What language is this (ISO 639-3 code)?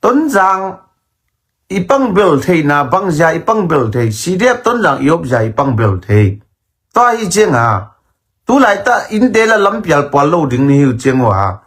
ctd